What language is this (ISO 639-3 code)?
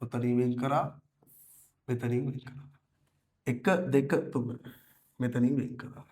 sin